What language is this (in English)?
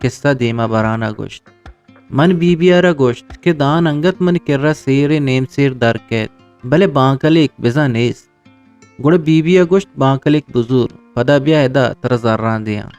Eastern Balochi